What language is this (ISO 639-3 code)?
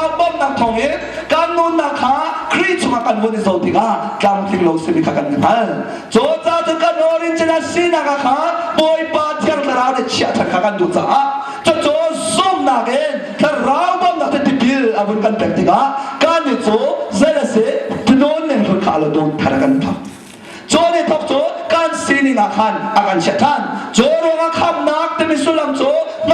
cnh